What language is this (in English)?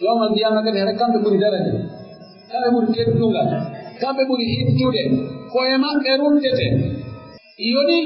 Pular